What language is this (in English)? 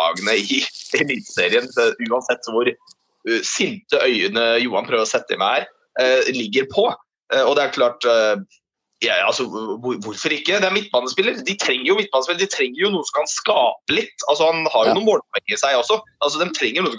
Norwegian